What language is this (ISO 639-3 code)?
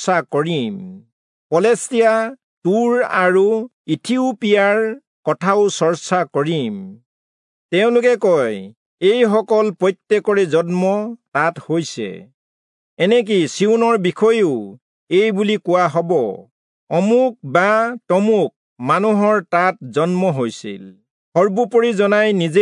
asm